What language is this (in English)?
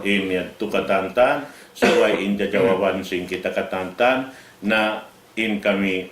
Tausug